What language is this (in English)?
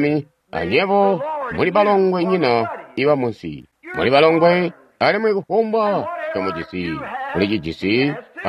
Tonga (Zambia)